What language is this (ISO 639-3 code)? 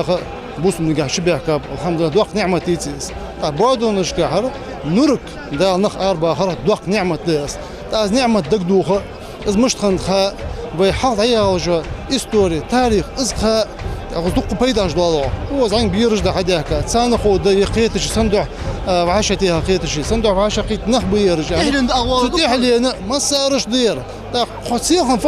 inh